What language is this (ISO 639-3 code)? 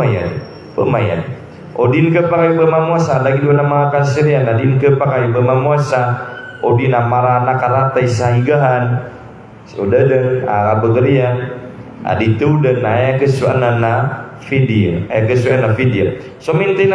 mrw